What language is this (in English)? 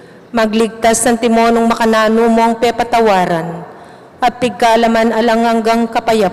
Pampanga